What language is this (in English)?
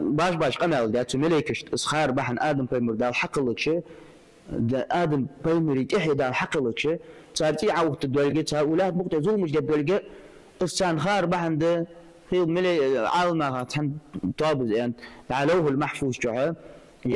Ingush